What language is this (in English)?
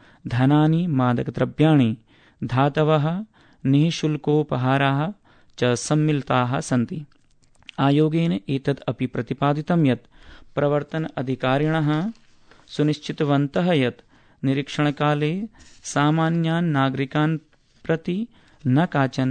Sanskrit